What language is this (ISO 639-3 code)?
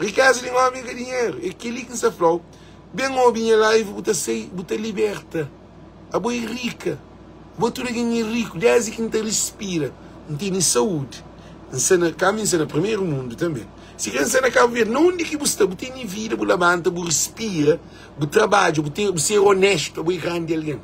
kea